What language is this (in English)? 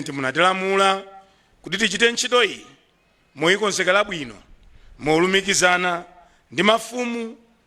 Nyanja